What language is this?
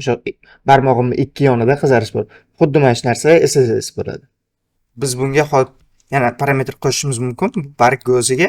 Uzbek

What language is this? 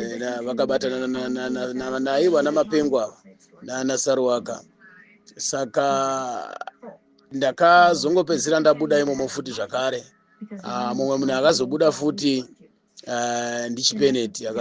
Shona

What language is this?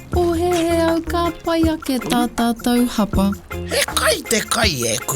Māori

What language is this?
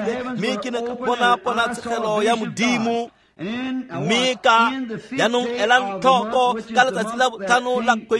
Tswana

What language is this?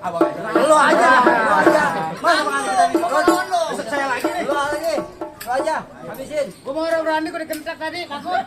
Betawi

